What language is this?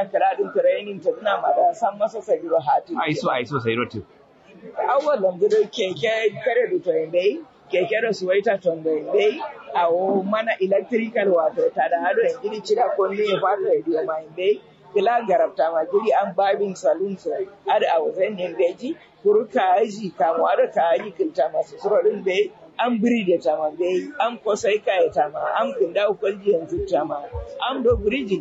Kanuri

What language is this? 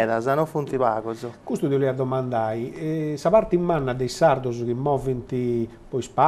Sardinian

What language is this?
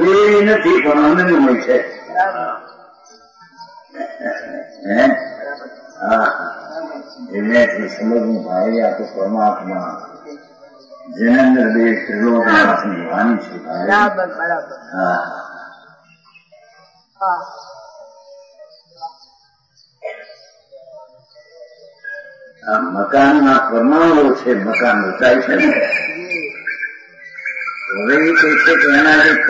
Gujarati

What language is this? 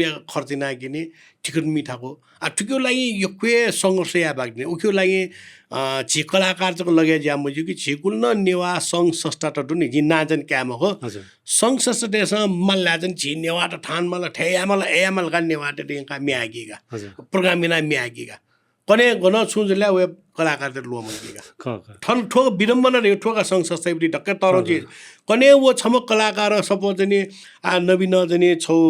Newari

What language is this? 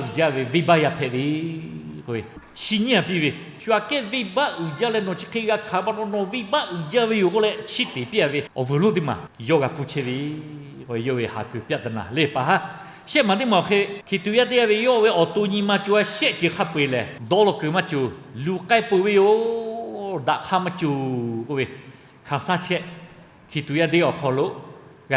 Lahu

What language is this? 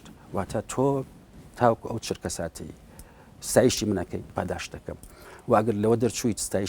Central Kurdish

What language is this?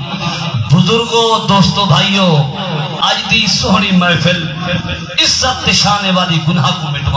Saraiki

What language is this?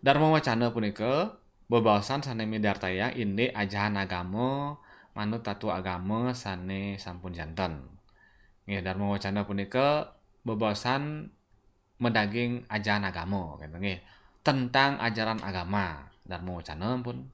Balinese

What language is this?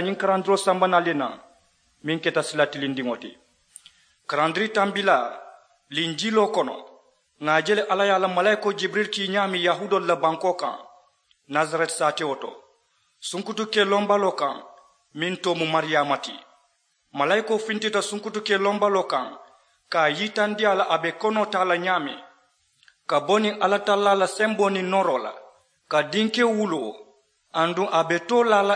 Mandingo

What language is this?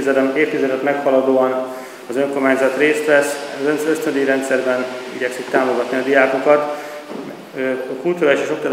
Hungarian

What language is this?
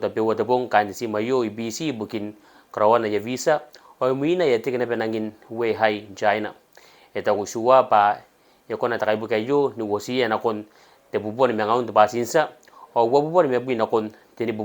Gilbertese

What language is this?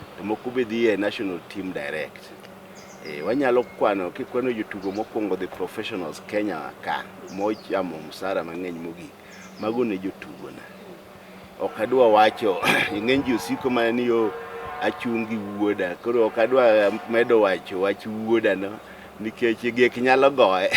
Luo (Kenya and Tanzania)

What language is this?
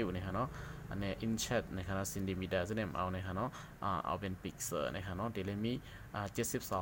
Shan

